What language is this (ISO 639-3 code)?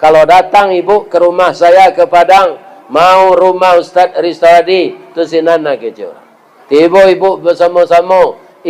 min